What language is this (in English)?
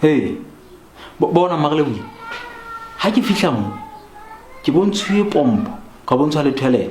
Southern Sotho